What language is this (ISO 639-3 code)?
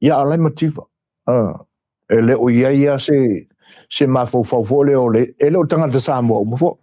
smo